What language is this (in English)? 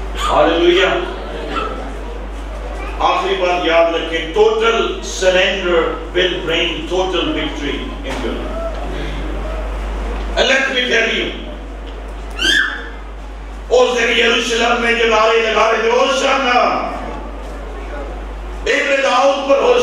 Urdu